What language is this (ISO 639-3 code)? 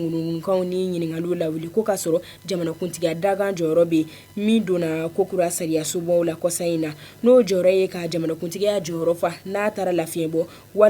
bam